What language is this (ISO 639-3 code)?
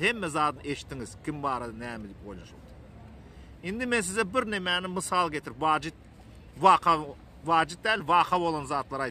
tuk